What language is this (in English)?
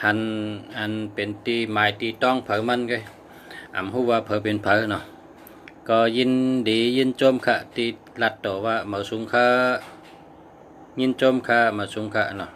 Shan